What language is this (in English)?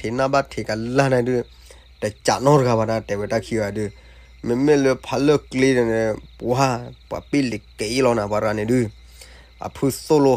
S'gaw Karen